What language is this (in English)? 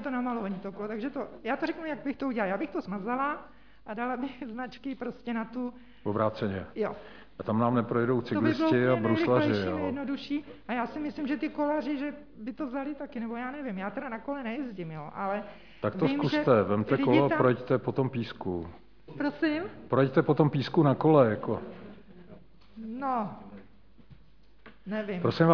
Czech